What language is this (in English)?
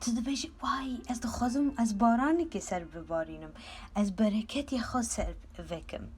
Kurdish